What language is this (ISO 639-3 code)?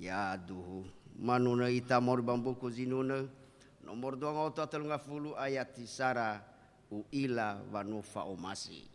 nia